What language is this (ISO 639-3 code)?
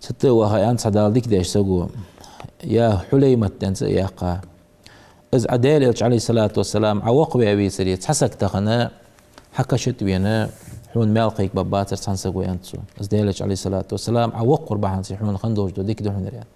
inh